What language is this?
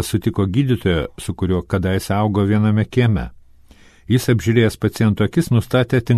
Lithuanian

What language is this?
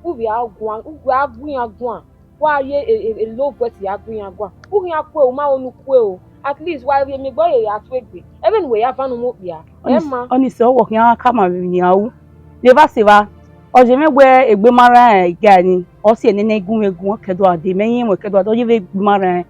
Bini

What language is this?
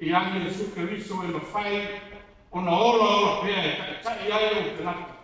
Samoan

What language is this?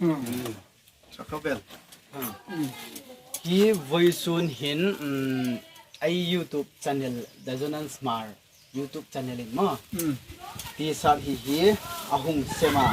Hmar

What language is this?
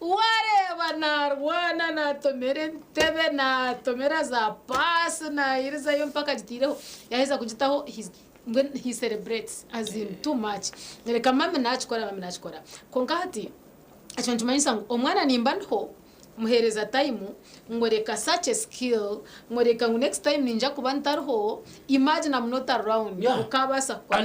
Nyankole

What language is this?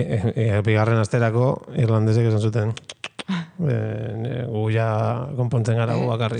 Basque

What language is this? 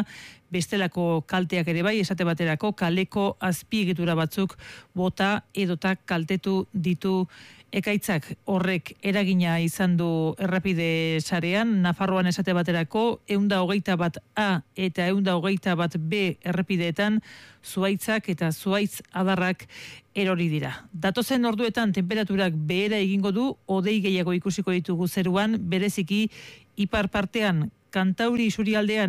Basque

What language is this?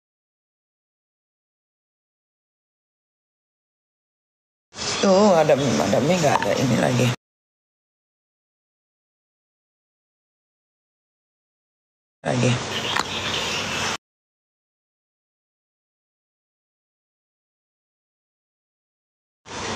Indonesian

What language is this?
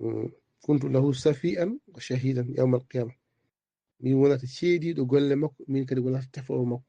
Fula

